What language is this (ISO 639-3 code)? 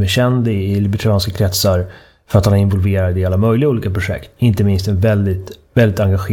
swe